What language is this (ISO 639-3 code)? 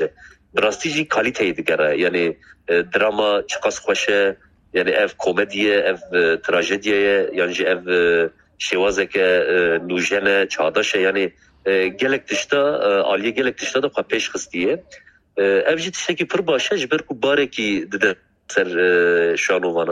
kur